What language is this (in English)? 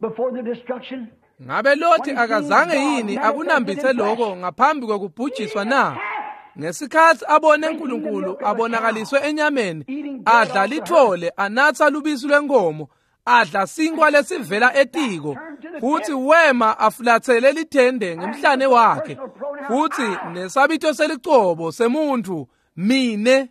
Swati